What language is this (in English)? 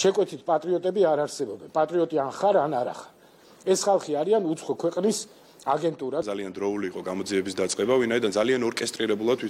Georgian